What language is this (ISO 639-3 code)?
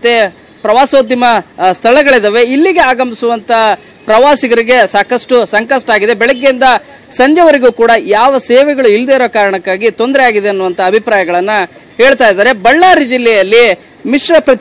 kan